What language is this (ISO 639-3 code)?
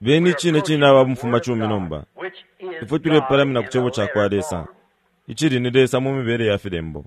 bem